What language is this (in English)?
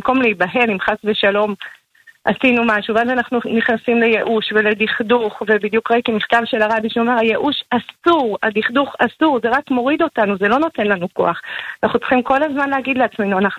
Hebrew